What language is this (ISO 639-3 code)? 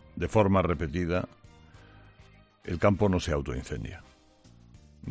spa